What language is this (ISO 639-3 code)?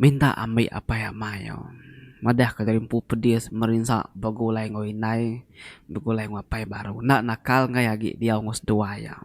iba